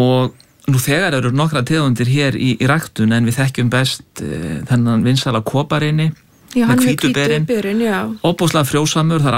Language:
Icelandic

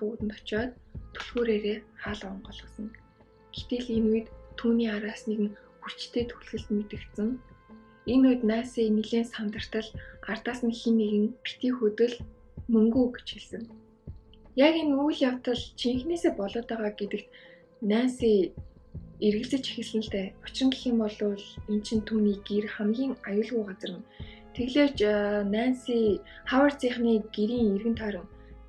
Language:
Mongolian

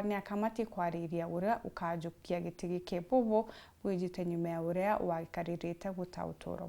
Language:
Meru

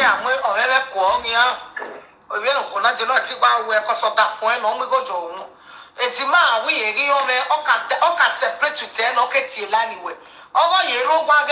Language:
Nigerian Pidgin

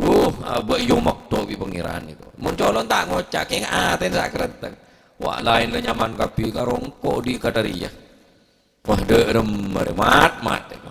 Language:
Madurese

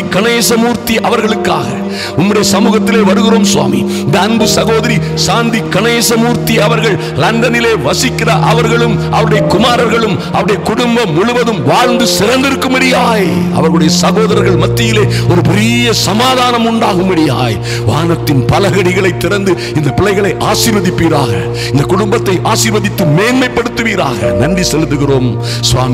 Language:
Tamil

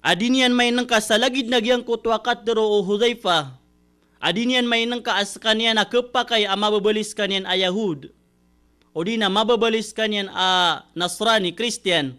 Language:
Maranao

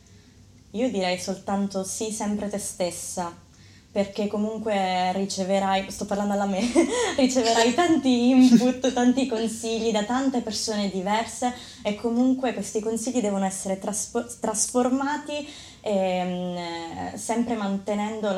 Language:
Italian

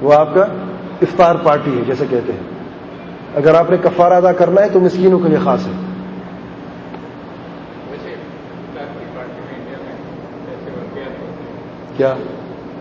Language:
Urdu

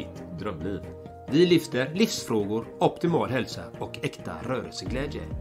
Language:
Swedish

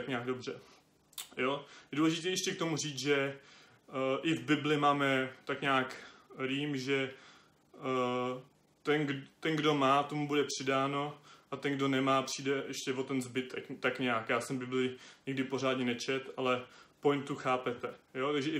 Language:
Czech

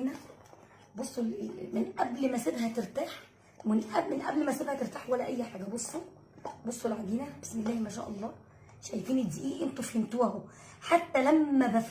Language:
Egyptian Arabic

